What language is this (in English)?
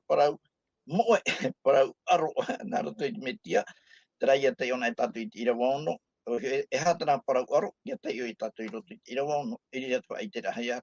Tahitian